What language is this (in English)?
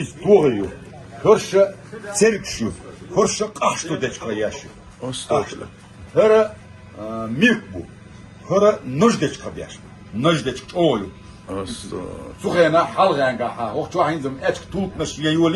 Chechen